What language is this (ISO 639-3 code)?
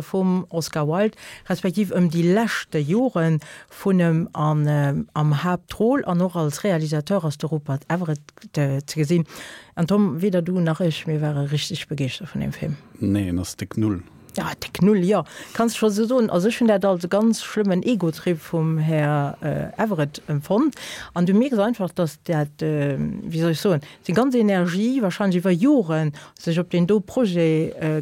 ltz